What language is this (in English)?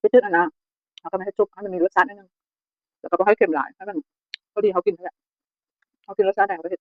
Lao